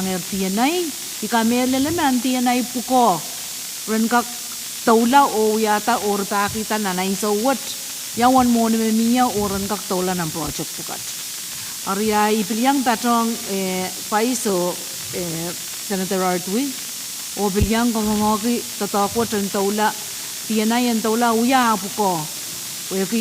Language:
Pohnpeian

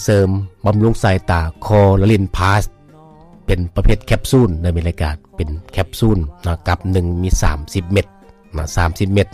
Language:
Lao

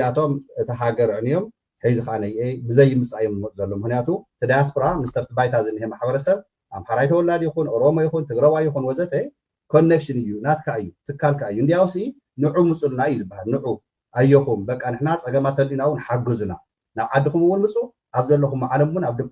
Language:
Tigrinya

